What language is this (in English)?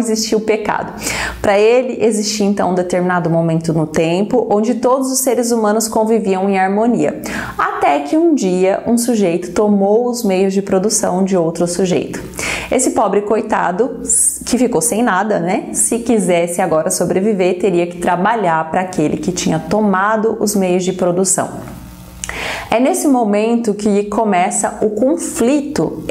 Portuguese